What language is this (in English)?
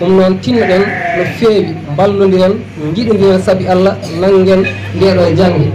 Fula